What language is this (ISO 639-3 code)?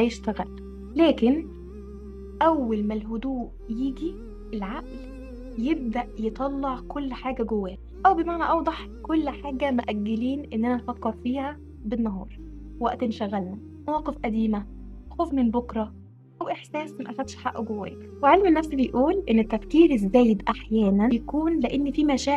arz